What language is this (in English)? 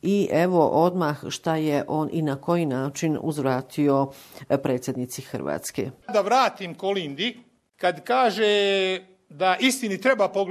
Bosnian